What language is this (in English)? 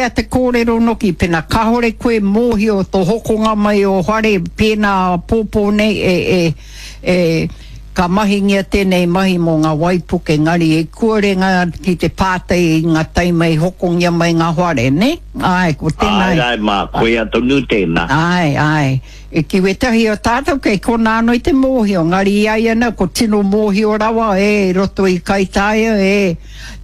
Māori